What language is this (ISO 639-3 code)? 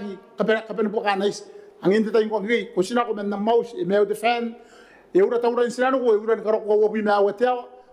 gil